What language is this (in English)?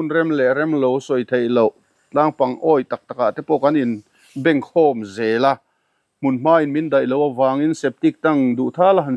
Mizo